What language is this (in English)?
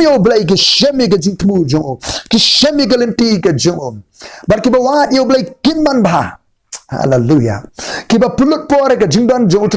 Khasi